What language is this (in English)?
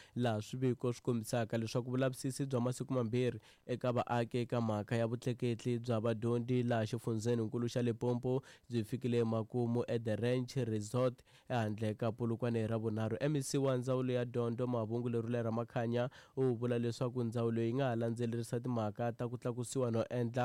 Tsonga